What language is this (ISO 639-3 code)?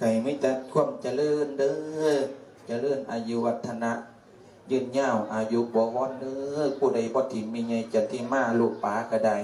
lao